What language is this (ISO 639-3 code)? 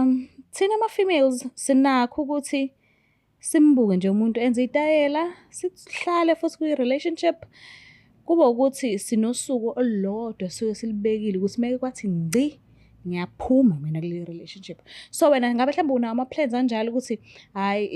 zul